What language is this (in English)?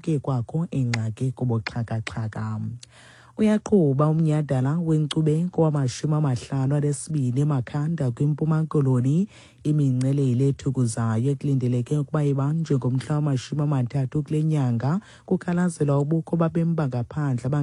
Xhosa